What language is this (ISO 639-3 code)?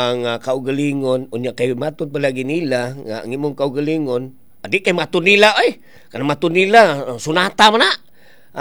ceb